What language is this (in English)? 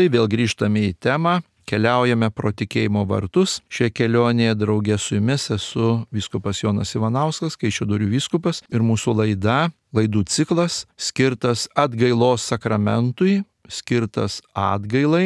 Lithuanian